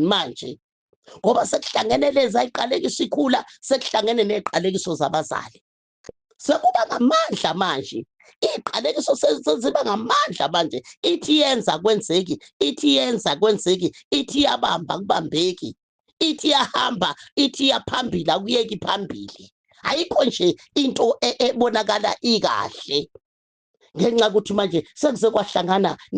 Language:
Zulu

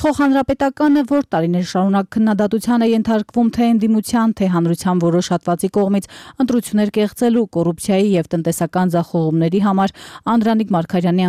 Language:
Armenian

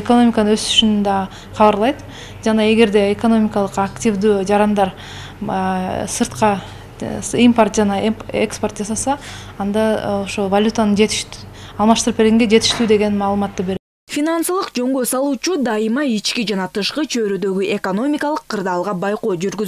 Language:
Kyrgyz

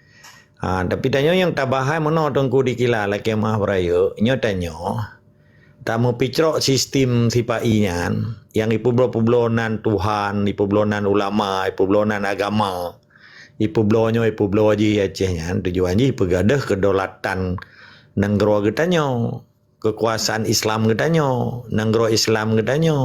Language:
Achinese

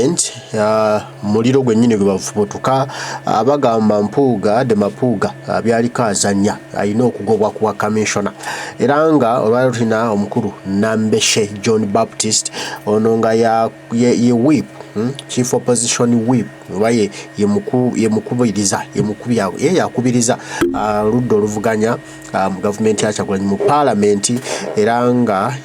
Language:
Ganda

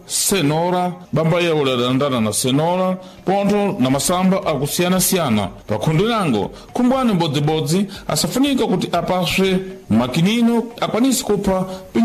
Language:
Sena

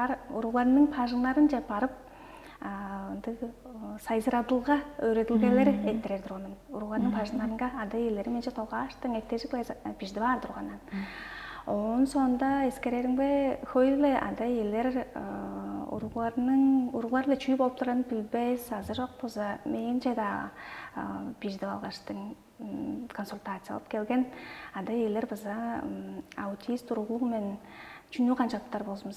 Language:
Tuvinian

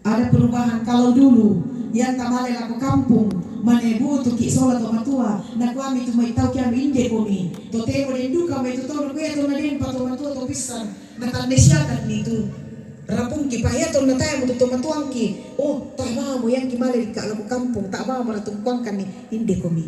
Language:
Toraja-Sa'dan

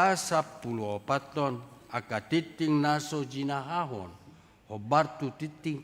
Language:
Batak Toba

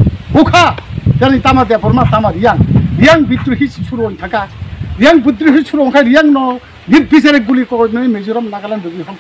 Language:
Riang (India)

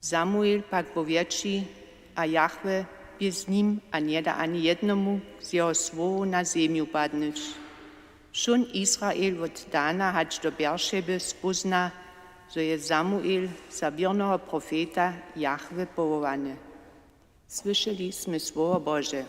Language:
Upper Sorbian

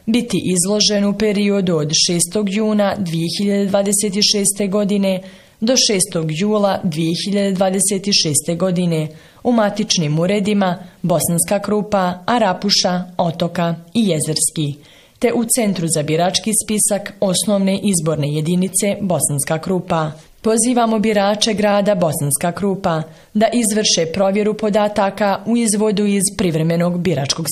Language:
Bosnian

